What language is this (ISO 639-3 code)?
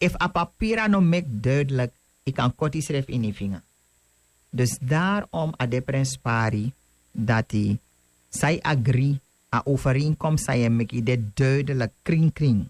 srn